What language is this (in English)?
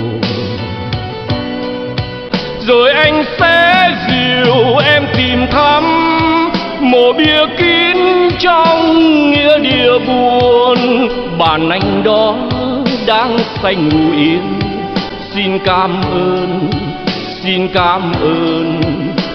Vietnamese